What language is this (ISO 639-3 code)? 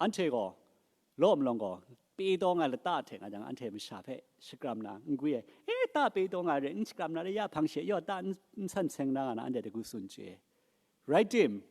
kac